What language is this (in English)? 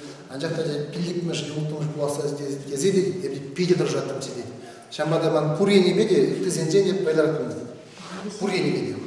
Chuvash